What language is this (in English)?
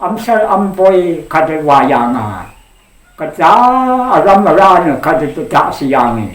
Rawang